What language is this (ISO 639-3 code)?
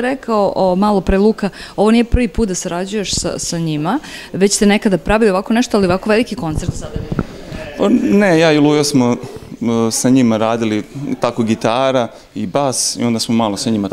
srp